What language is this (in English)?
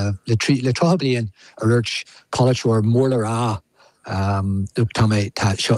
Irish